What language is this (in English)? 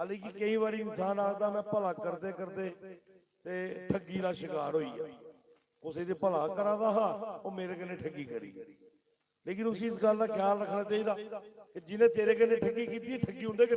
Dogri